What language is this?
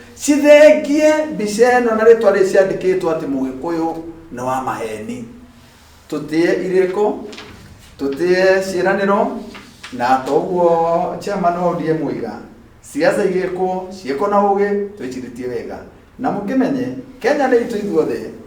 Kikuyu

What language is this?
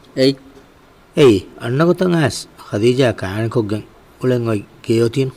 Divehi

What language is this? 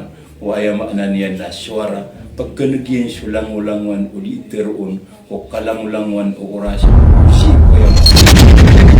Maranao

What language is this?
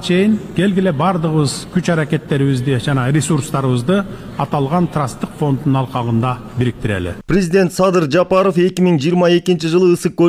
Kyrgyz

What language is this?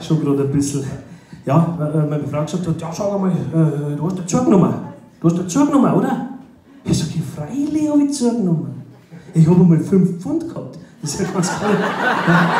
Bavarian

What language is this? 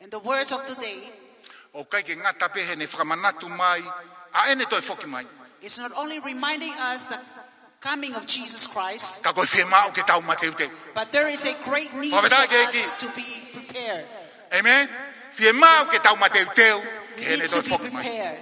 Tongan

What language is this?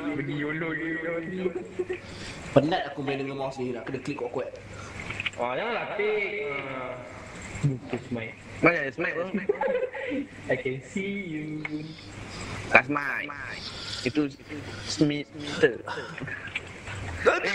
Malay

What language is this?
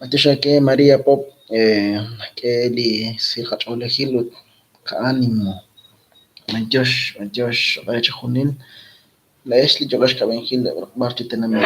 Kekchí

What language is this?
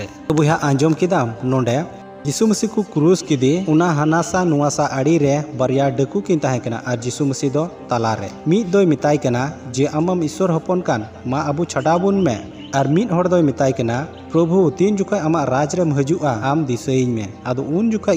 Santali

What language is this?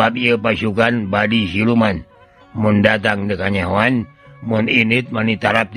Sundanese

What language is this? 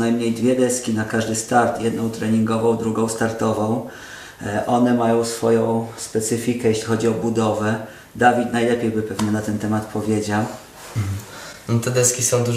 Polish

